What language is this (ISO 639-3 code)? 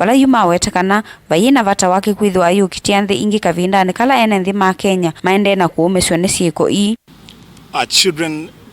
kam